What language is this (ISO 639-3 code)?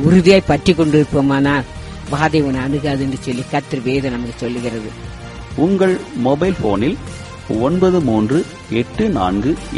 tam